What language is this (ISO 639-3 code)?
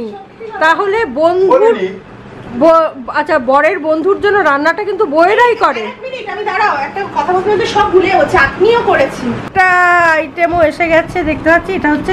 ben